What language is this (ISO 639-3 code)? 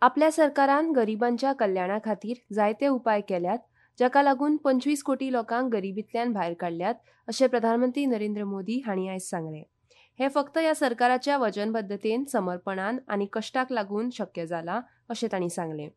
kok